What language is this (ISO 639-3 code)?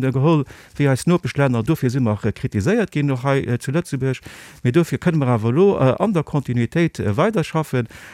ltz